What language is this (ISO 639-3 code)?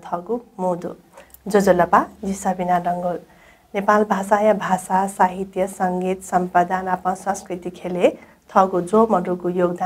new